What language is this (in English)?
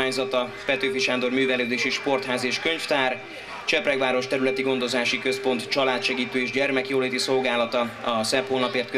Hungarian